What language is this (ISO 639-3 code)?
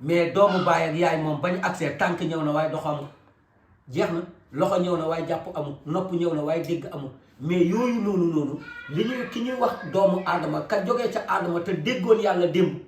wol